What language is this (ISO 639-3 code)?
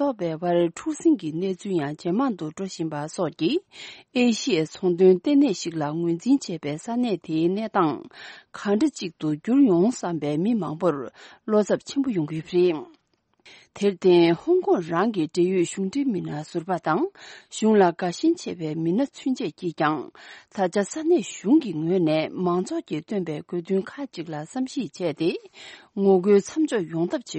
bod